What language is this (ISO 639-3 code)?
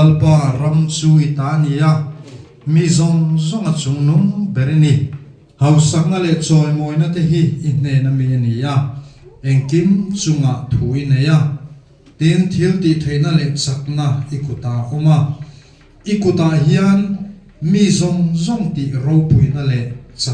lus